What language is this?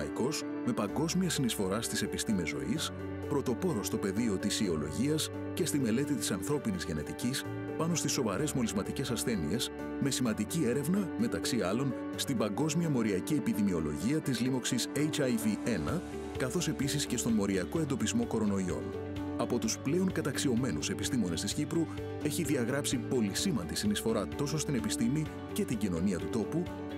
Greek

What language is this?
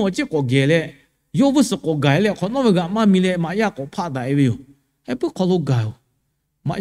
Lahu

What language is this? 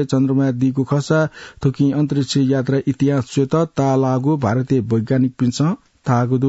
Newari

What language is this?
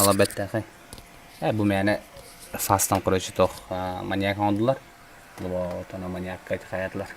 Yakut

